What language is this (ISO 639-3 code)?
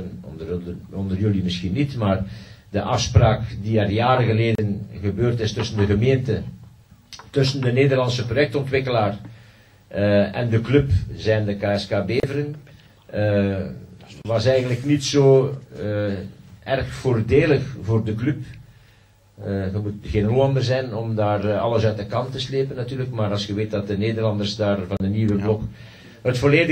nld